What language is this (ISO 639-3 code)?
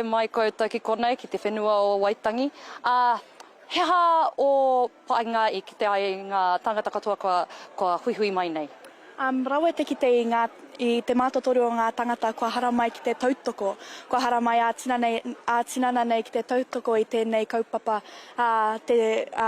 mri